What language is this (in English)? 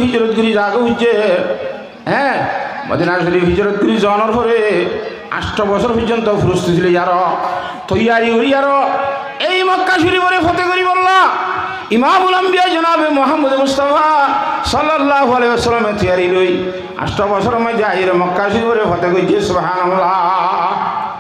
Rohingya